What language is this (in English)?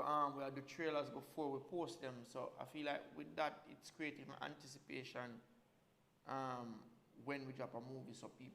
Jamaican Creole English